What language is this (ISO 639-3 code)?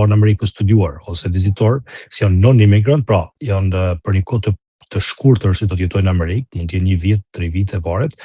sqi